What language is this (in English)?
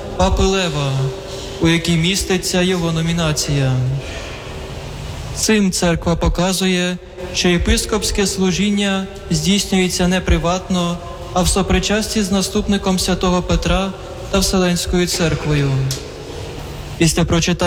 Ukrainian